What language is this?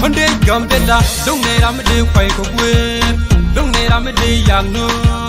Nuer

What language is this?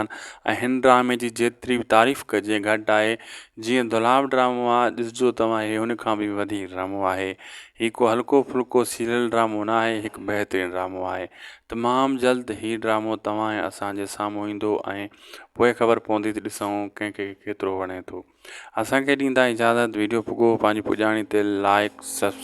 Sindhi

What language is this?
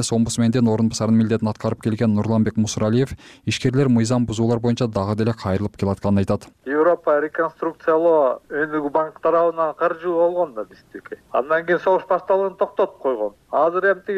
Kyrgyz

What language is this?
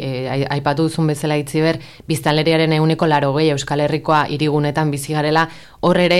Basque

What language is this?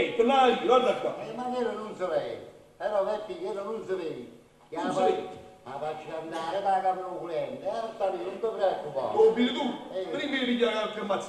Neapolitan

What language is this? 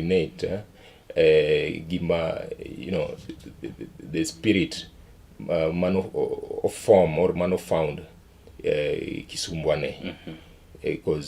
Luo (Kenya and Tanzania)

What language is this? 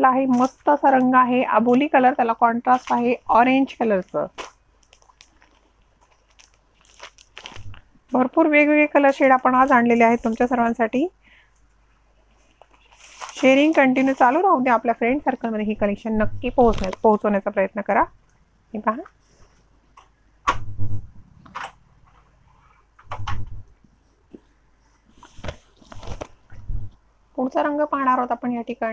Marathi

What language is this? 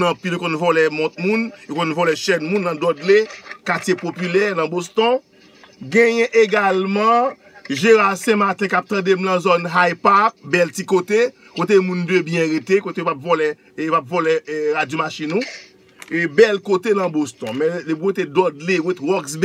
Haitian Creole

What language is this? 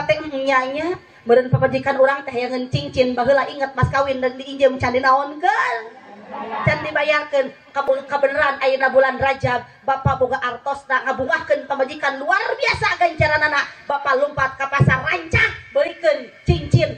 Sundanese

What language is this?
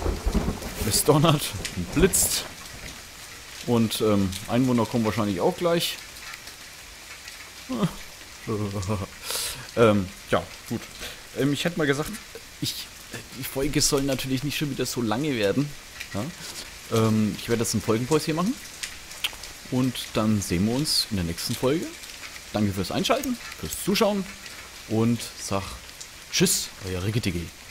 German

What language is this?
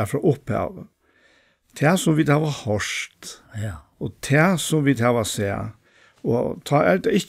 Faroese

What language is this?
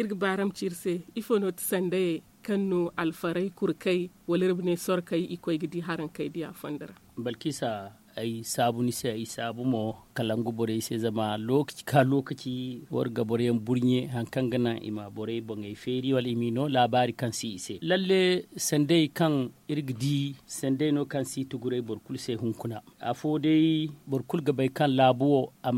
Zarma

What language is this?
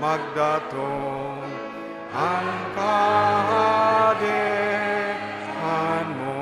Bikol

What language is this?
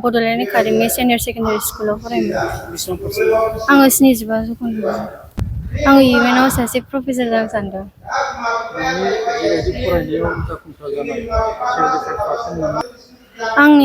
Bodo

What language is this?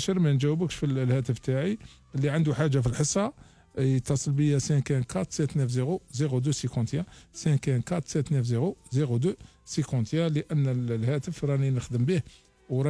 Algerian Arabic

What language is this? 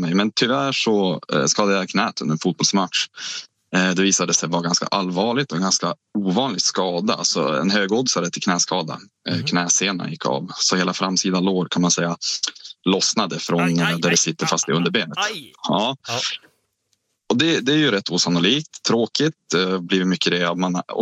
Swedish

